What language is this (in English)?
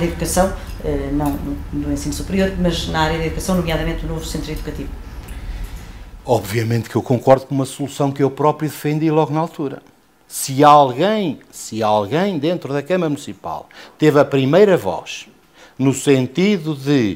Portuguese